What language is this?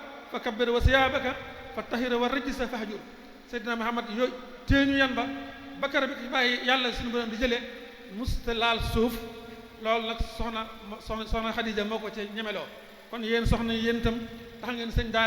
Wolof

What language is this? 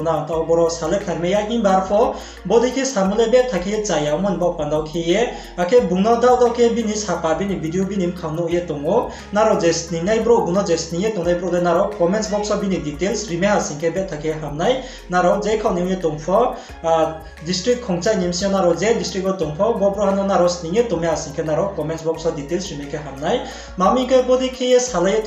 Riang (India)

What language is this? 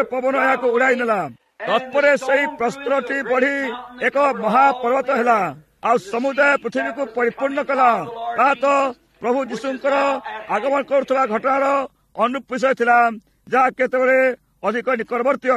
Odia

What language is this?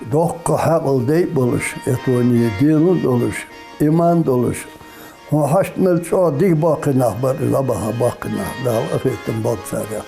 Ingush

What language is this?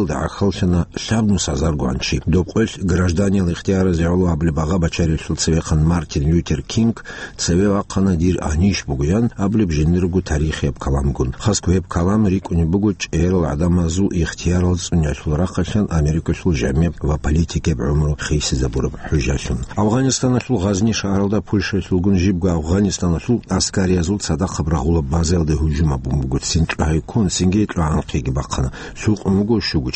Avaric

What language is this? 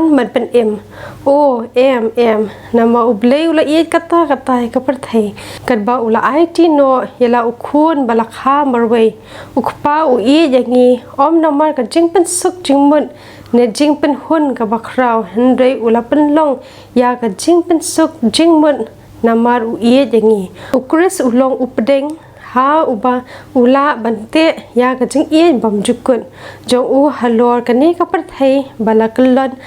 Khasi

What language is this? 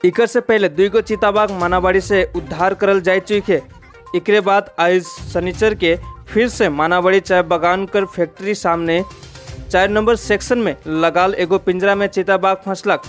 Sadri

